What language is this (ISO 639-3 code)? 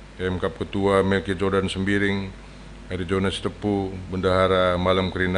btx